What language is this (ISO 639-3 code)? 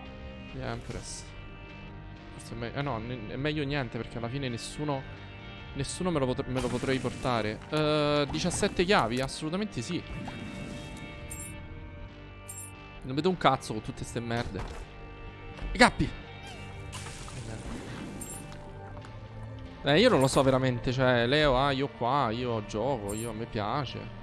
ita